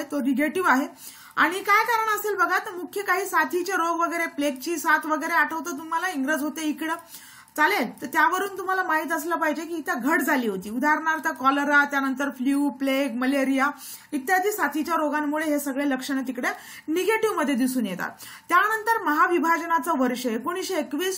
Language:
Marathi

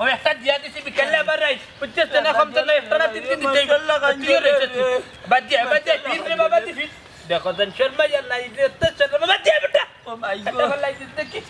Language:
Sylheti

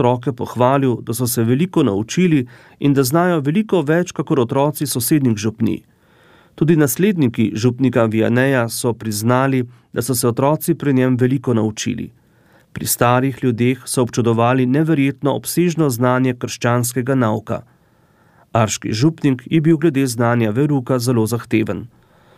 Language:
Slovenian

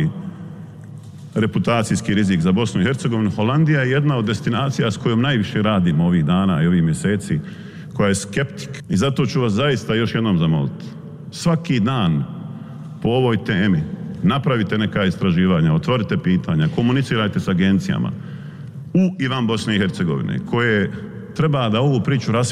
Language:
Bosnian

